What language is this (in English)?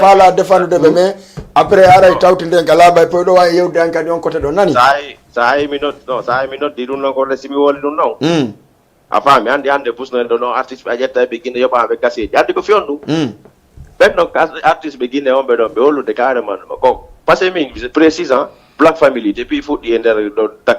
Fula